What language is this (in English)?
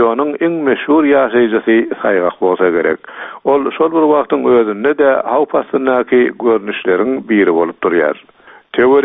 Turkmen